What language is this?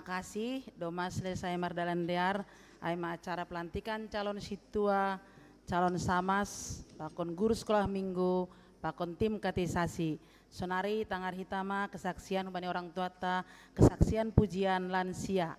Batak Simalungun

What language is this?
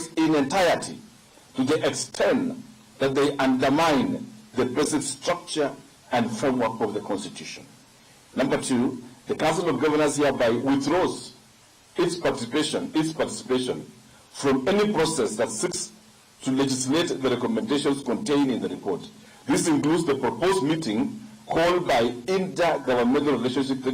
Kamba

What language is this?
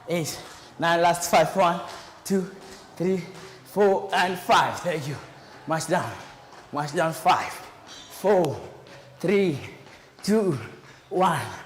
Kamba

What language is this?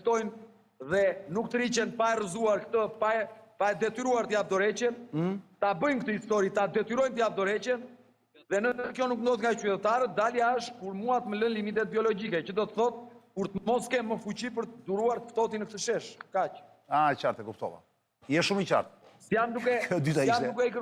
Albanian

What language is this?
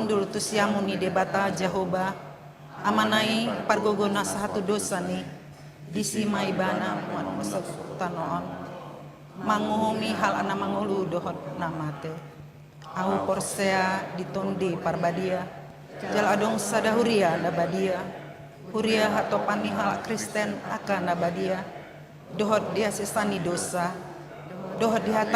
Batak Toba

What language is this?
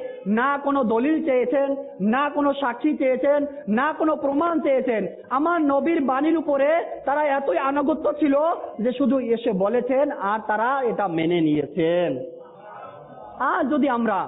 Bangla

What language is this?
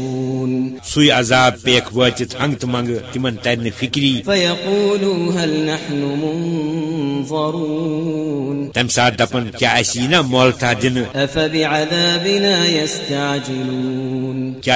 Kashmiri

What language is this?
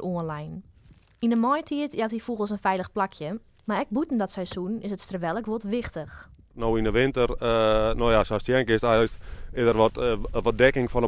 Western Frisian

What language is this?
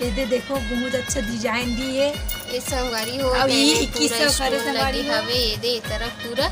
Chhattisgarhi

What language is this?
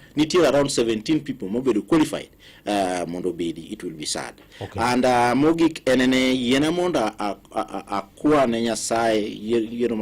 Luo (Kenya and Tanzania)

